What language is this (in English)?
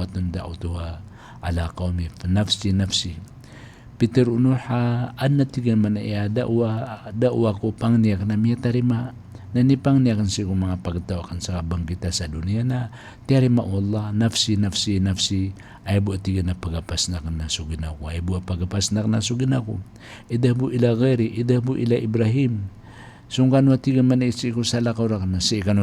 Maranao